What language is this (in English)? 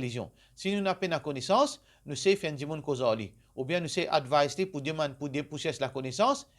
Morisyen